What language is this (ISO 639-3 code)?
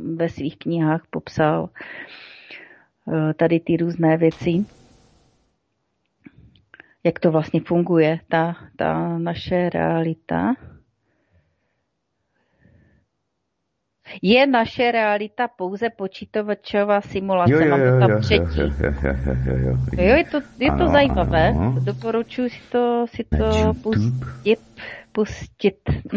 ces